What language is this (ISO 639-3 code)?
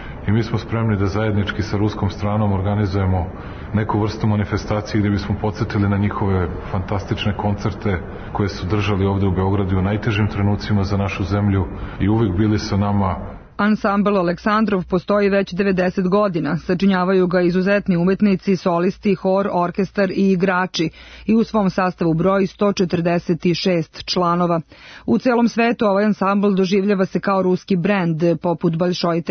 srp